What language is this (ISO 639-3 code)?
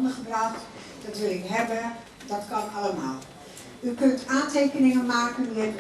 lim